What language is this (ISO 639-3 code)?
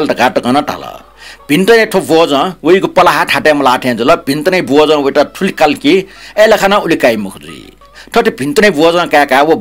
new